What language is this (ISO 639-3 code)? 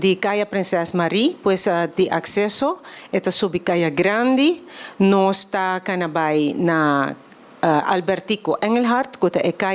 pap